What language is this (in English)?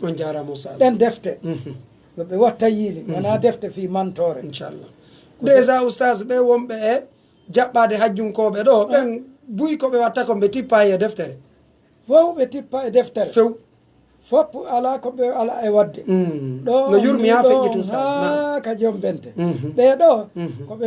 Pular